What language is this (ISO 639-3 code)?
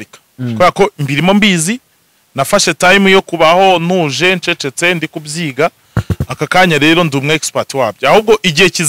kin